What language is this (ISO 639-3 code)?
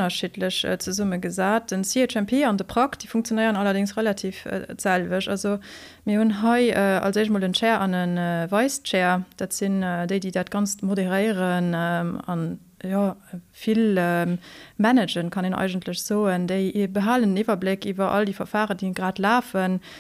ltz